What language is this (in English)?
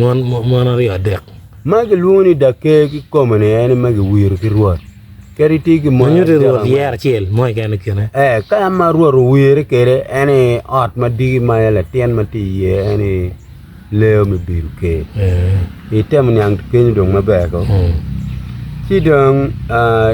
Acoli